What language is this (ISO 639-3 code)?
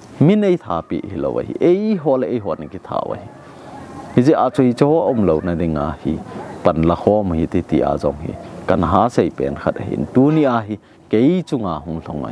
tcz